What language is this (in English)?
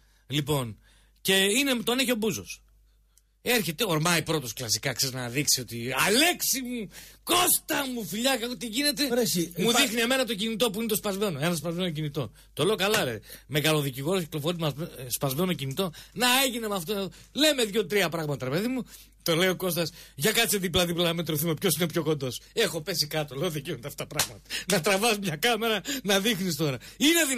Greek